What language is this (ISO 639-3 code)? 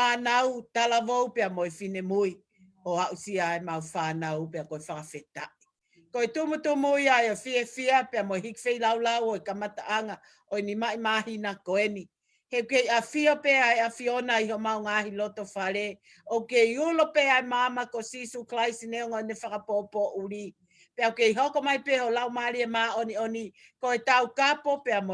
ton